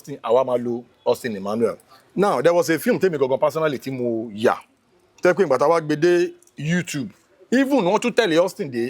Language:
Yoruba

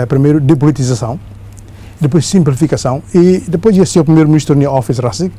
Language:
Tetum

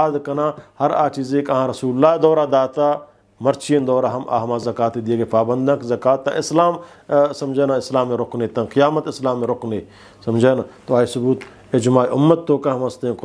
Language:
Eastern Balochi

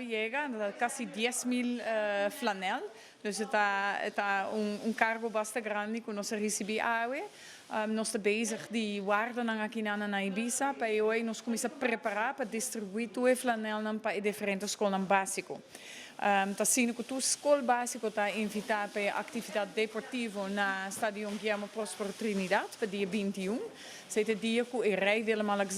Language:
Papiamento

